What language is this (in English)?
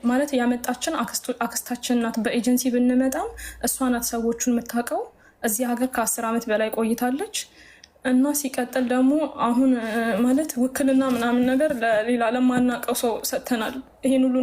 Amharic